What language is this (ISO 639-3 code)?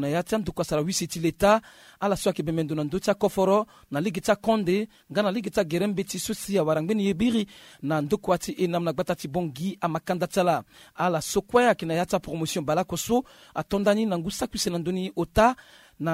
sag